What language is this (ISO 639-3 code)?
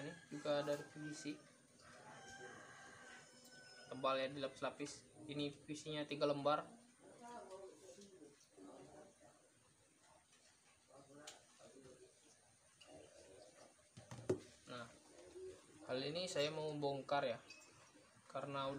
ind